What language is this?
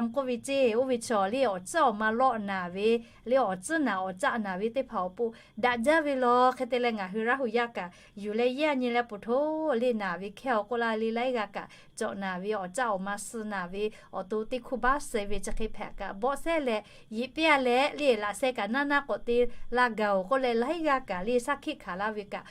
Lahu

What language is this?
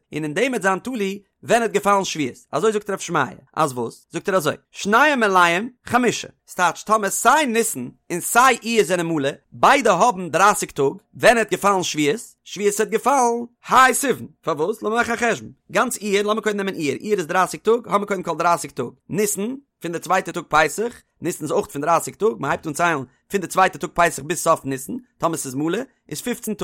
Yiddish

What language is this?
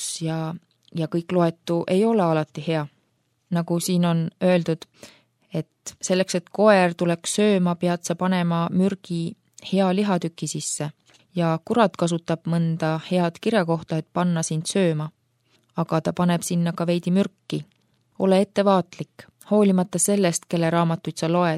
Estonian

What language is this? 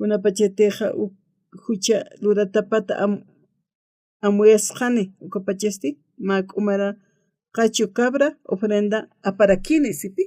Aymara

